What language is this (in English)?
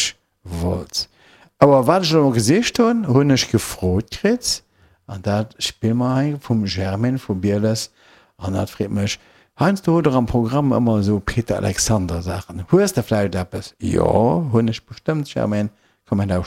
Luxembourgish